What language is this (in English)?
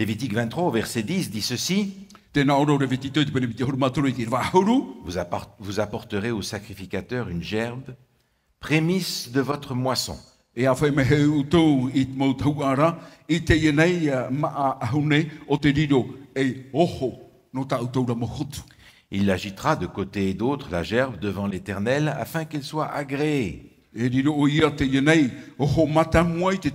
Tahitian